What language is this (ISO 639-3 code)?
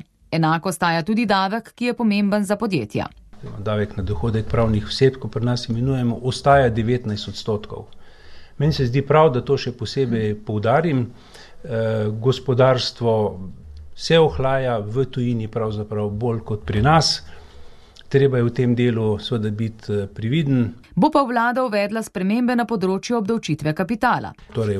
slv